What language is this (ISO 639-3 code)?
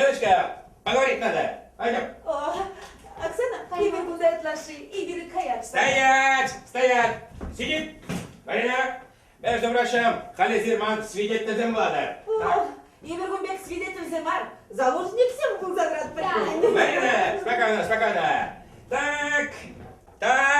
chv